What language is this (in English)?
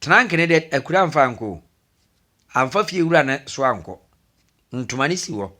Akan